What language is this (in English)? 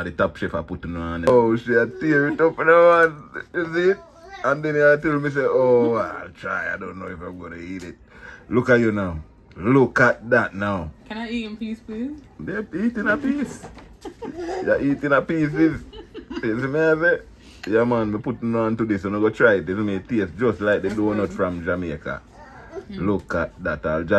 Jamaican Creole English